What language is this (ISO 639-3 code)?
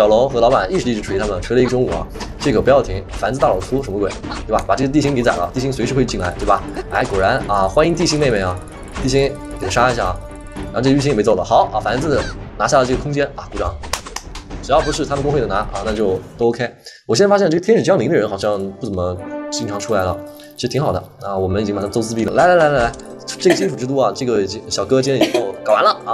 zho